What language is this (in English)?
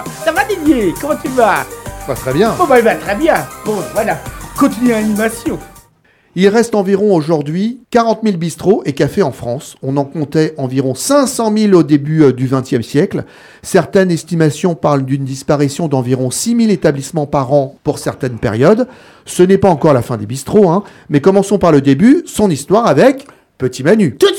French